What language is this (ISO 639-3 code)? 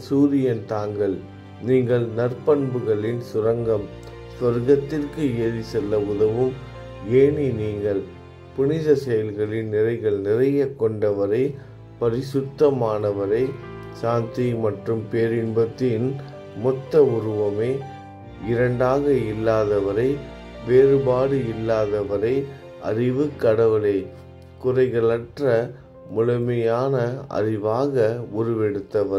tam